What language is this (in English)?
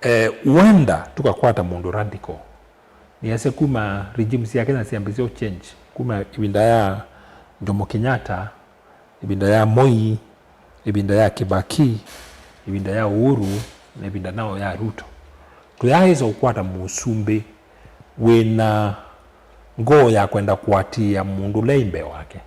Kamba